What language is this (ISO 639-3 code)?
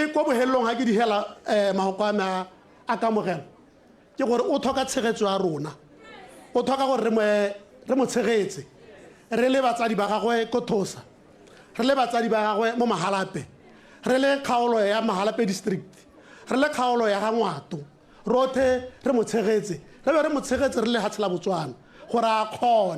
tsn